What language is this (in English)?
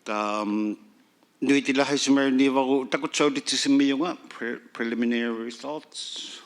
Inuktitut